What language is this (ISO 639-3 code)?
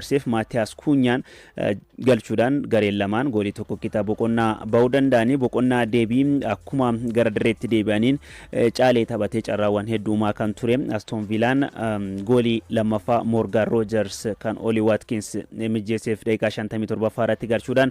orm